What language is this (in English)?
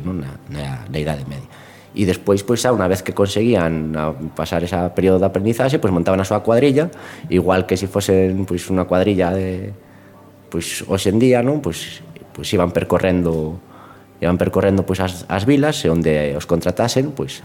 Galician